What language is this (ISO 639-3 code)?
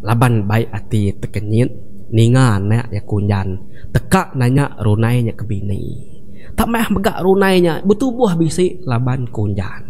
iba